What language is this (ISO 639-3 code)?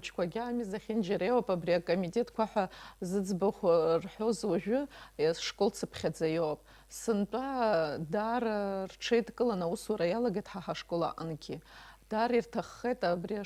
abk